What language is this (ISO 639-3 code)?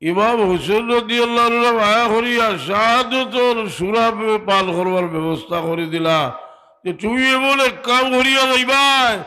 syl